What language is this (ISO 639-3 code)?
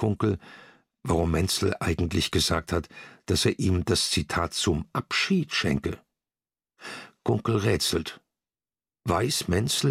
deu